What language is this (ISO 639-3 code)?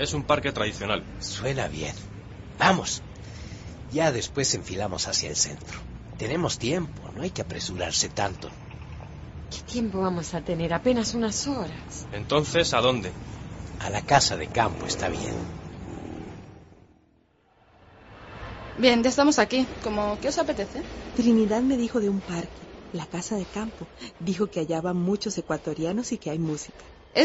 spa